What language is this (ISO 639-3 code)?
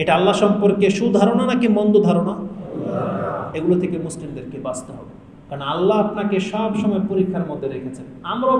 ben